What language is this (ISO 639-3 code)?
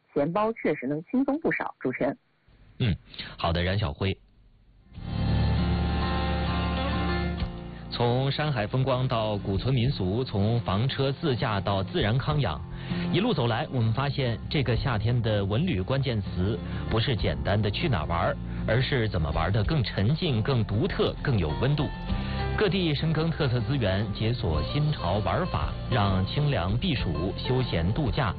zho